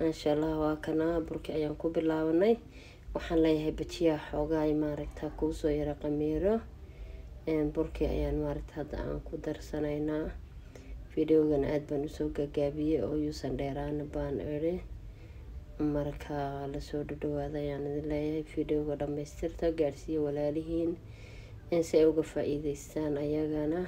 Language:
Somali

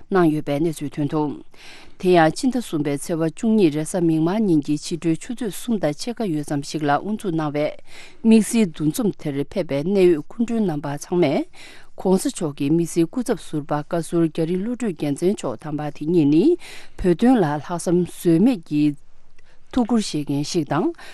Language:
Tibetan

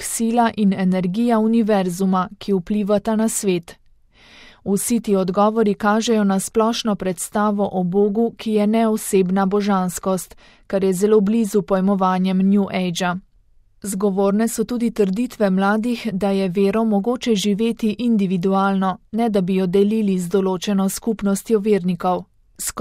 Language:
Slovenian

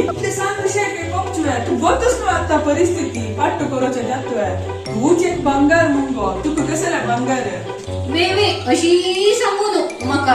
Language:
Konkani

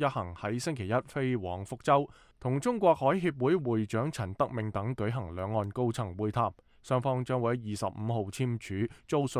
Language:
Cantonese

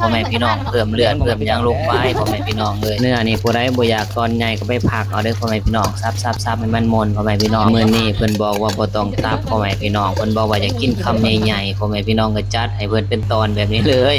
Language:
Northeastern Thai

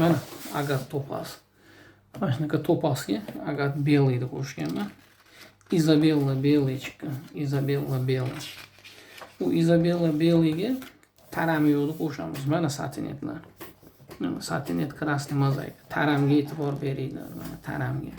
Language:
Uzbek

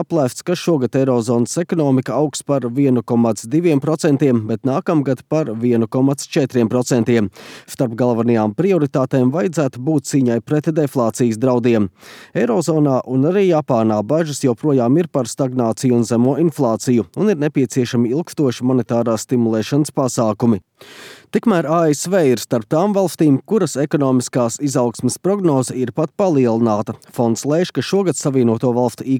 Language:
Latvian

